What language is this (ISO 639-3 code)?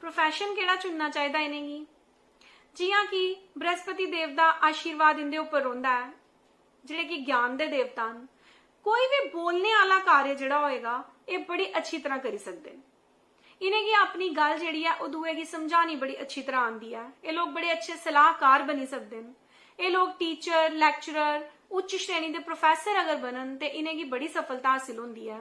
doi